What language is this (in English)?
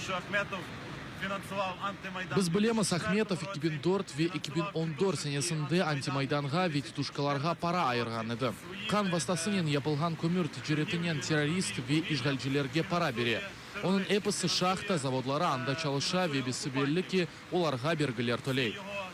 Crimean Tatar